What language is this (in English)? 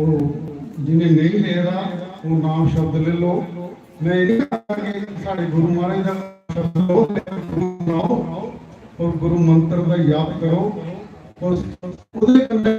Dogri